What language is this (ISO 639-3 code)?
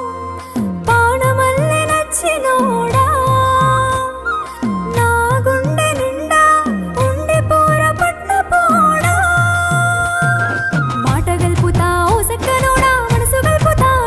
tel